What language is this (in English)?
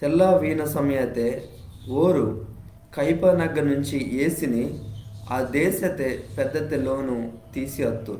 Koya